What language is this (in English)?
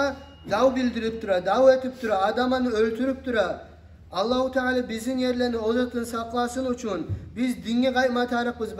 Kumyk